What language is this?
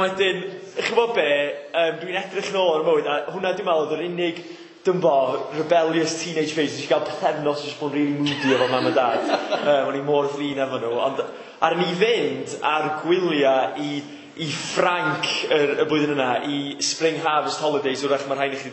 Welsh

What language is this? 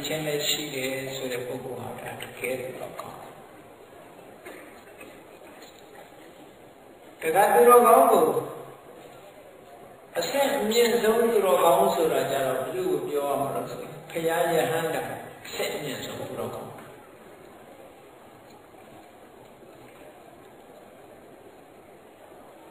Burmese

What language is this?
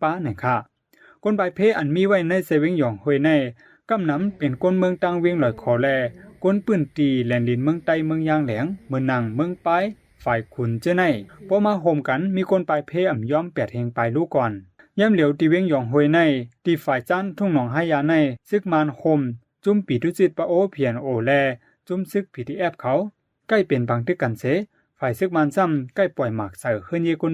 Shan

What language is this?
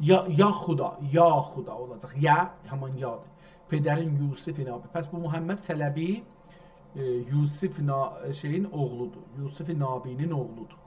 South Azerbaijani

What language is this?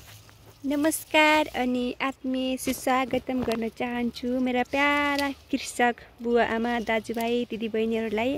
Nepali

